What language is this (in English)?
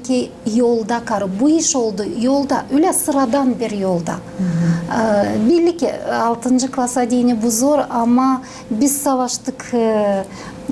Gagauz